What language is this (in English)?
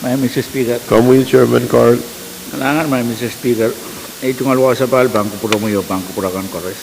Pohnpeian